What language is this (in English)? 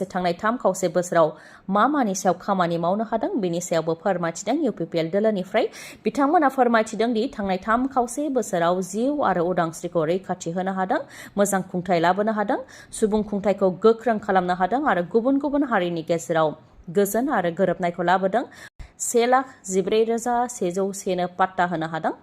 Bodo